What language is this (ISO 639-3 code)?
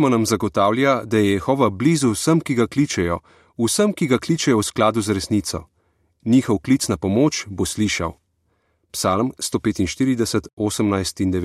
slv